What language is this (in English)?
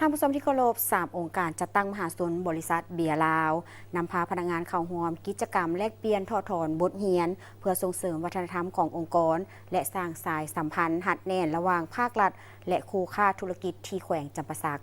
Lao